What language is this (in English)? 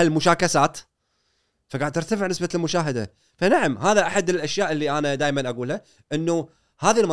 Gulf Arabic